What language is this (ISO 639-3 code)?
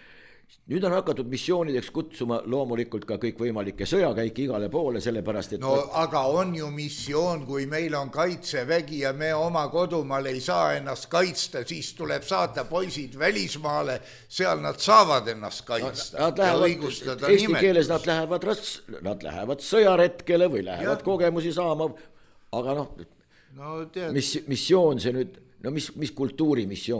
est